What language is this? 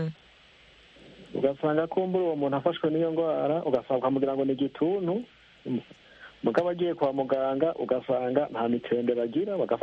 Kinyarwanda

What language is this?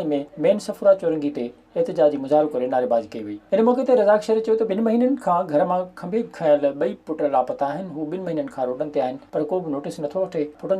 Sindhi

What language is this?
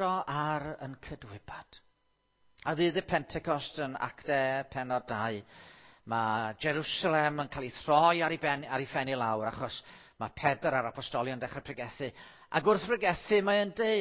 Welsh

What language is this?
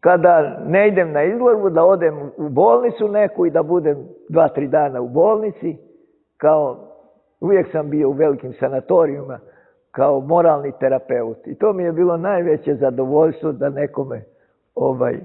Serbian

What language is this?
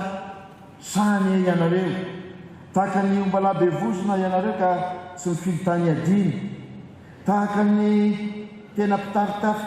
Malagasy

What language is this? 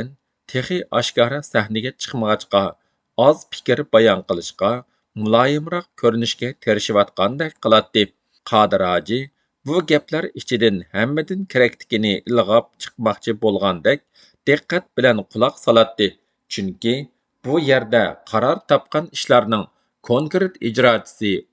Uyghur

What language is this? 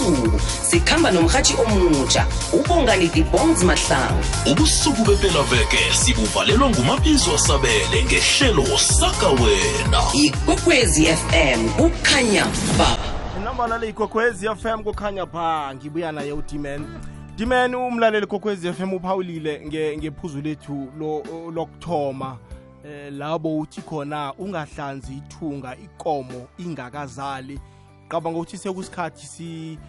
South Ndebele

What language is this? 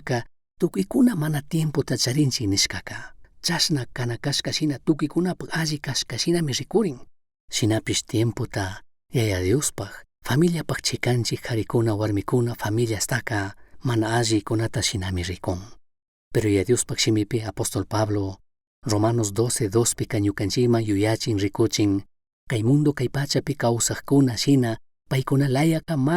Chimborazo Highland Quichua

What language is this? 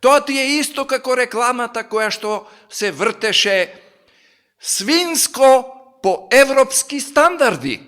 Macedonian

